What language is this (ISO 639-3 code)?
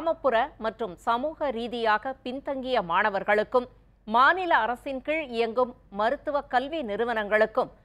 tam